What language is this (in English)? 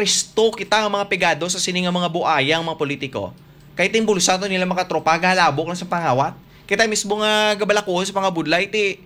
Hiligaynon